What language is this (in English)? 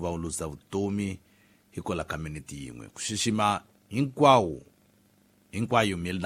Tsonga